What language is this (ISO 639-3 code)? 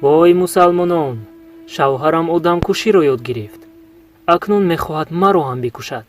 tgk